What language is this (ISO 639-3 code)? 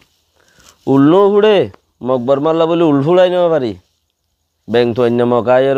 rhg